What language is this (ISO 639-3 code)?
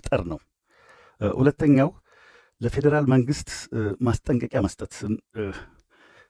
amh